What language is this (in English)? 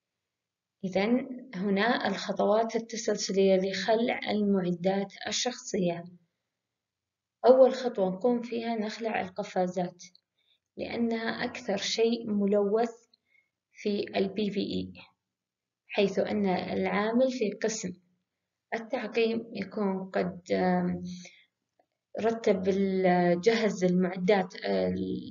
Arabic